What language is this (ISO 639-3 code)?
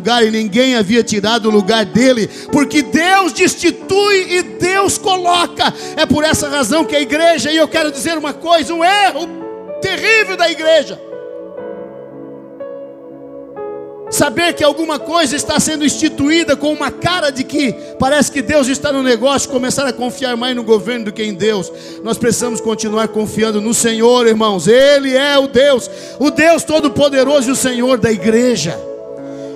por